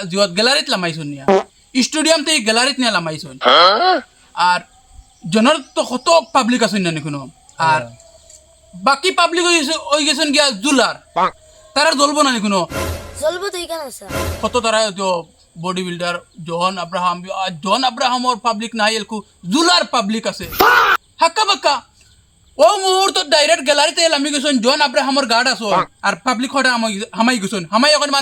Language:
Sylheti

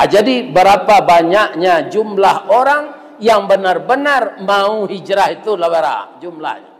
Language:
Minangkabau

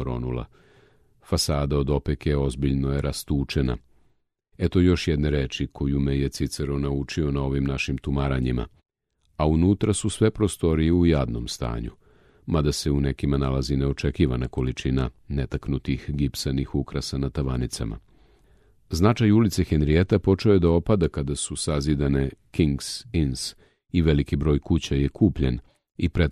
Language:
Serbian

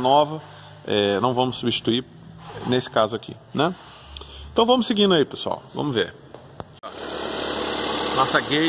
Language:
Portuguese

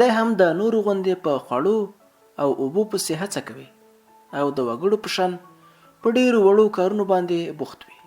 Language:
Pashto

